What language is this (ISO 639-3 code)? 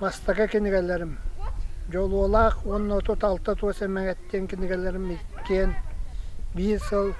sah